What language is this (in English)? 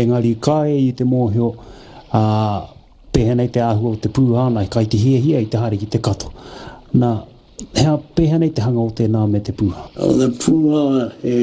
Māori